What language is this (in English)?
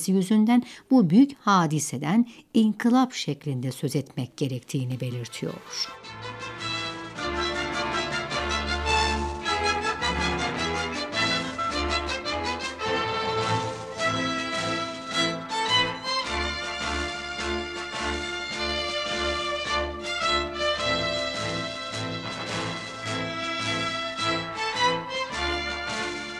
Turkish